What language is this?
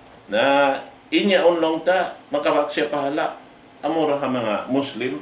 Tausug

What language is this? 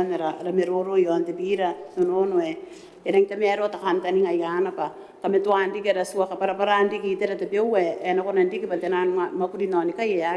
Gilbertese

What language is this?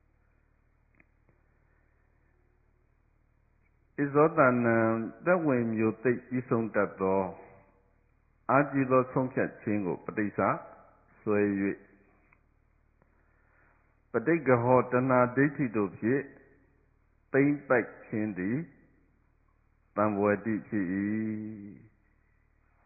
Burmese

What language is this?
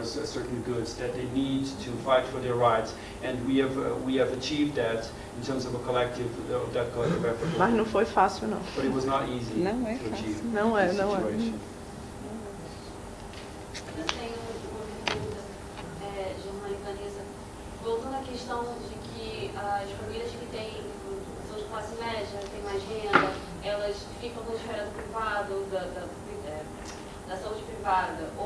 Portuguese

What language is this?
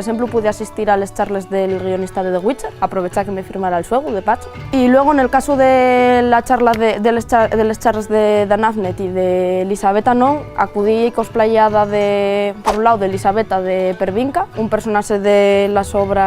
Asturian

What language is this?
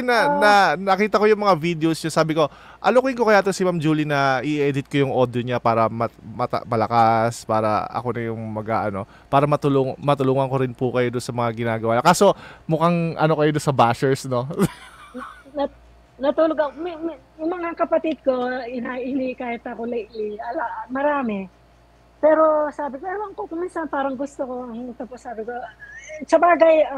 Filipino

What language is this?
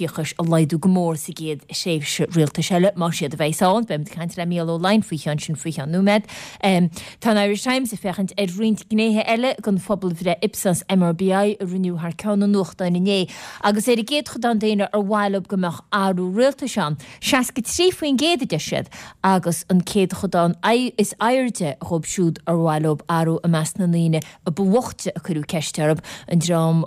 Irish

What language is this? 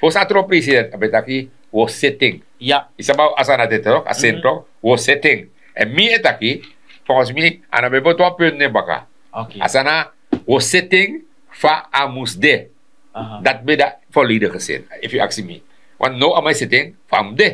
Sranan Tongo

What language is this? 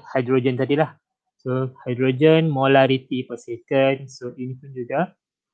Malay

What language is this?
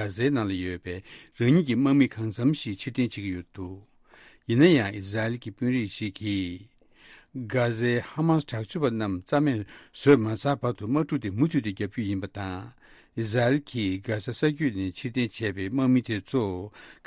Tibetan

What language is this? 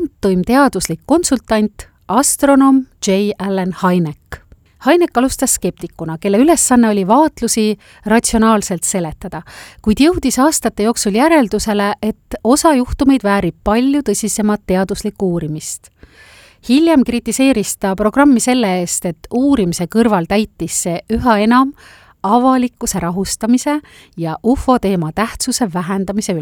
Estonian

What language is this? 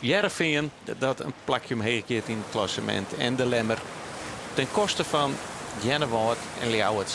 Western Frisian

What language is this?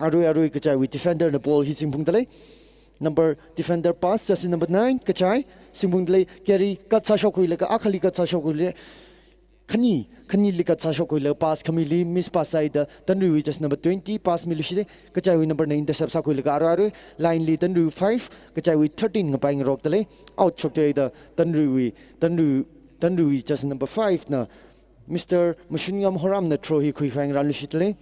Tangkhul Naga (India)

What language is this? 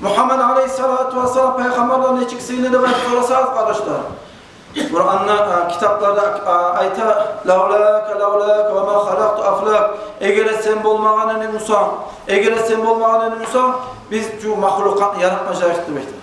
Kumyk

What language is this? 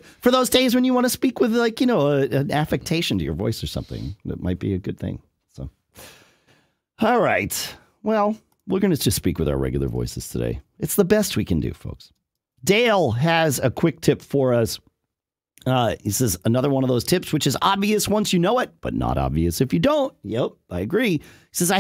English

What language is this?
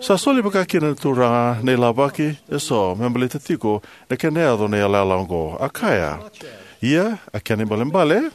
Fijian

